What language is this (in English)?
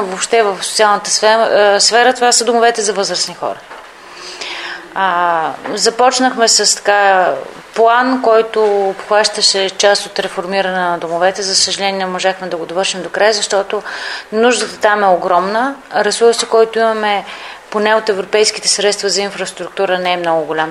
Bulgarian